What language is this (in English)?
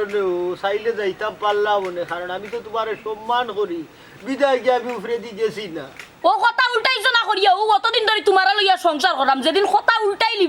Sylheti